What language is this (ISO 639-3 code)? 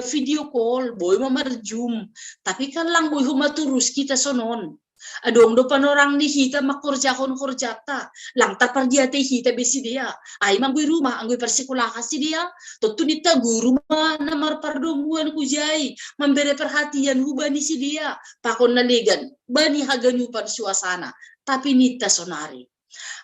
bts